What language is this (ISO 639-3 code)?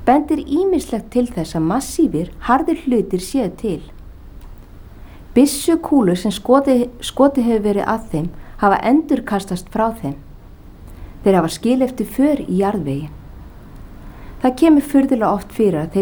isl